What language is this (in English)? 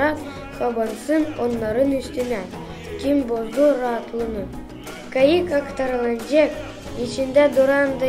Gagauz